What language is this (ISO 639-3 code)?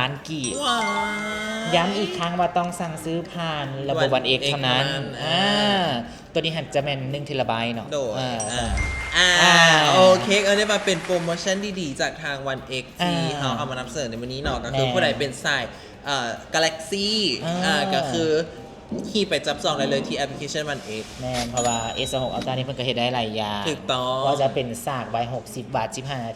lao